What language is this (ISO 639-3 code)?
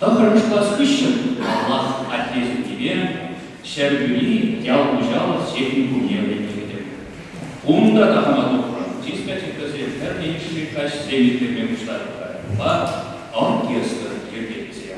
chv